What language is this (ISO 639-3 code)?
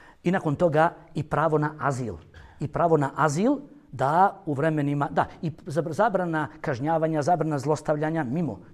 bos